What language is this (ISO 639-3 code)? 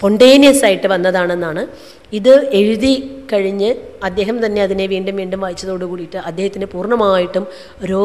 mal